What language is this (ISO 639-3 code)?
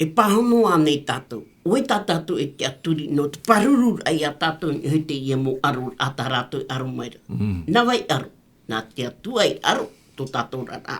tah